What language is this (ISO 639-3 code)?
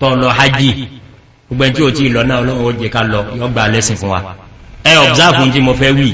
yor